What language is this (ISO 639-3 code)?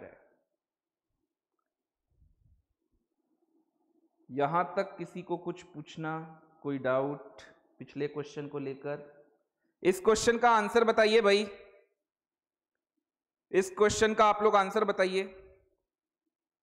hin